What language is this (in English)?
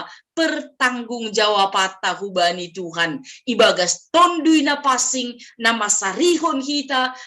Batak Simalungun